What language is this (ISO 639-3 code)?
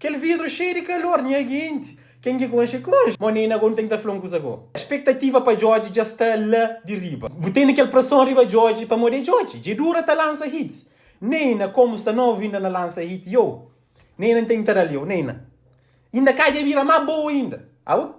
kea